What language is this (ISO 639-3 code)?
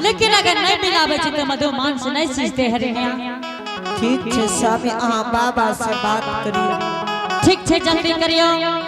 anp